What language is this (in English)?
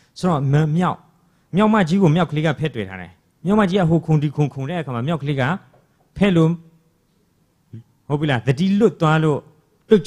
Burmese